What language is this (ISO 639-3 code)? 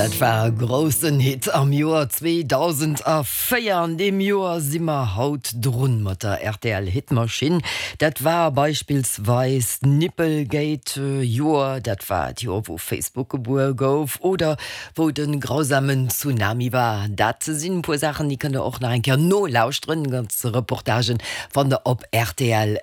ltz